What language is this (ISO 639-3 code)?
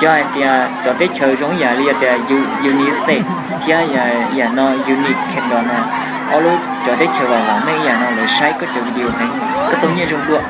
hmn